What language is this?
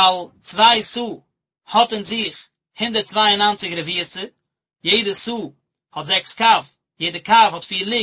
Yiddish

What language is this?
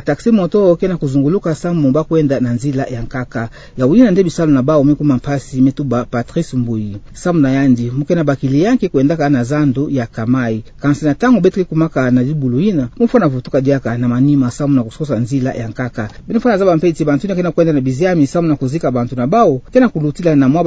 Kituba (Democratic Republic of Congo)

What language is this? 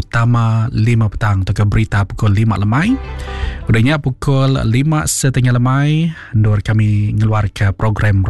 Iban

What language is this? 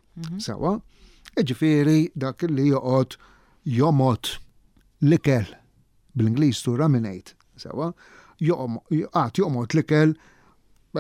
Maltese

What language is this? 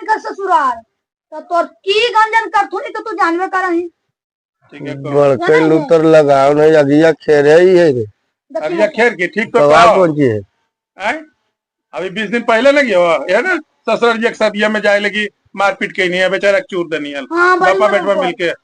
Magahi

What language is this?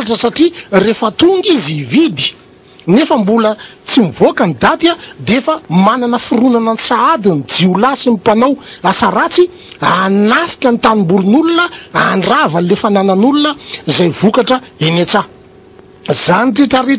Malagasy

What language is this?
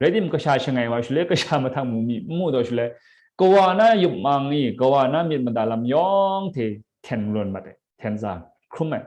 Kachin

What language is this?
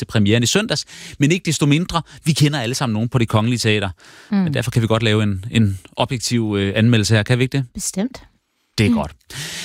Danish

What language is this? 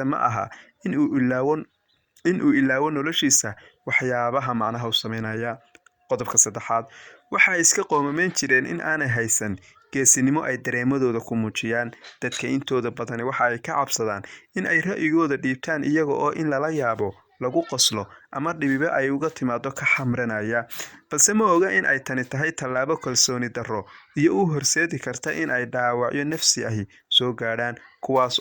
Somali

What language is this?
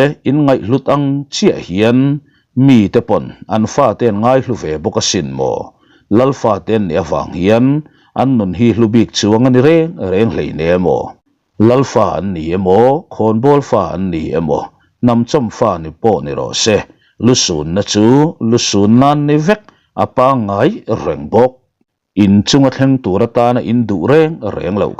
Mizo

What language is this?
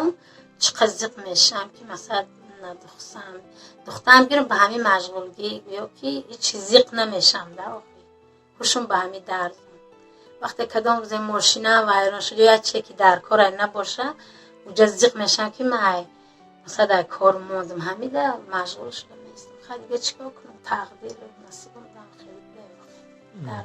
Tajik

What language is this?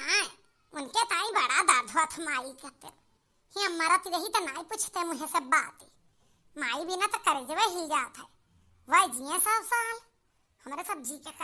Awadhi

